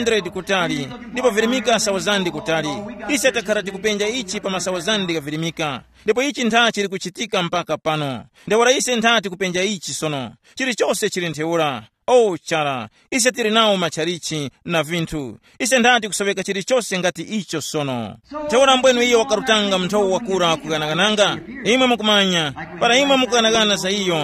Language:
Tumbuka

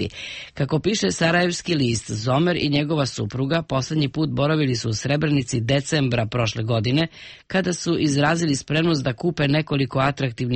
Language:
Serbian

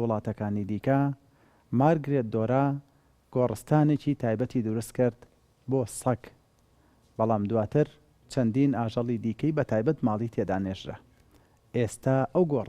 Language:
Central Kurdish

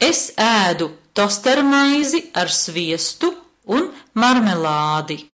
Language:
Latvian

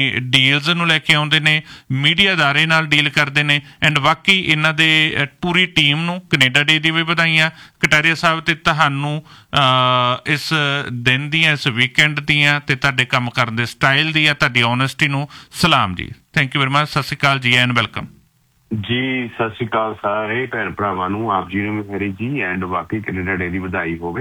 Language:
Punjabi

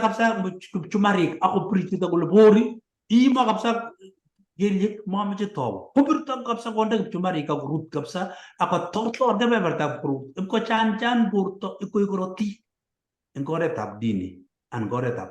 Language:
Kalenjin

